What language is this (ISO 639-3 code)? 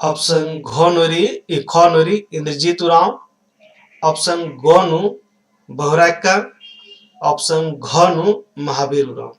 kru